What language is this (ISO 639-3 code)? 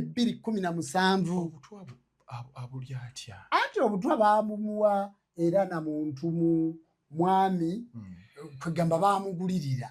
lug